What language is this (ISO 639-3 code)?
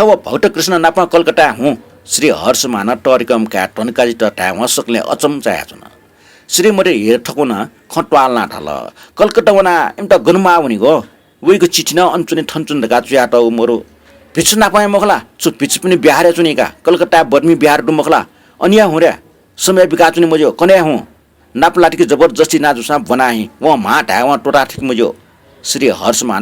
new